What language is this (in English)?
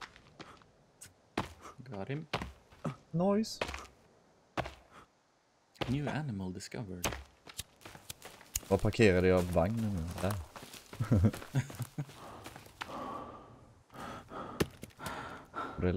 Swedish